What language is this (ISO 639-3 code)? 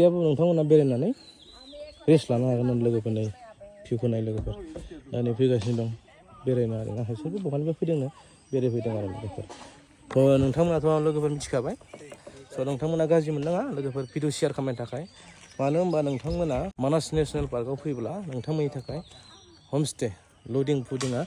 brx